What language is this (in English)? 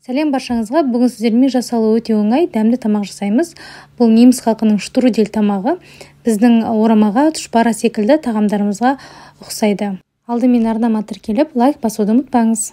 Kazakh